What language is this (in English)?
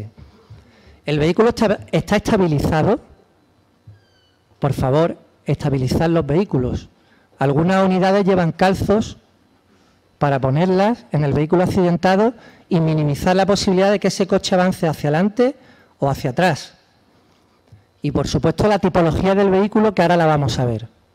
Spanish